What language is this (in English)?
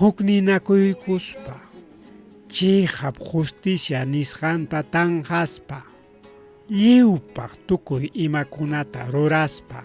Ayacucho Quechua